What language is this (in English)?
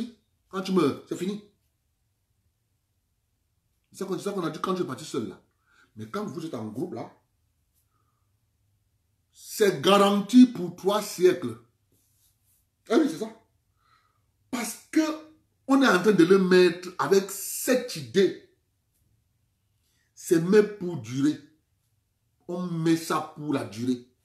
French